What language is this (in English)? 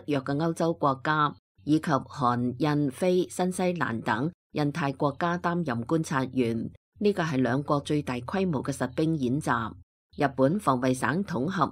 Cantonese